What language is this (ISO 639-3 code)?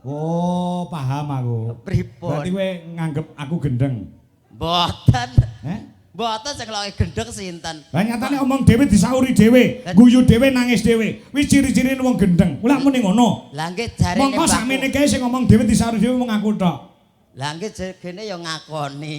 jav